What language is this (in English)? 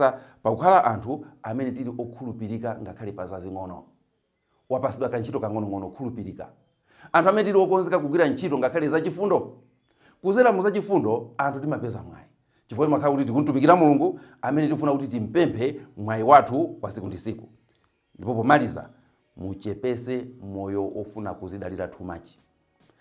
Nyanja